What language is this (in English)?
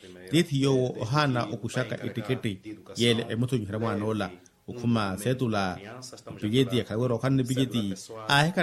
Makhuwa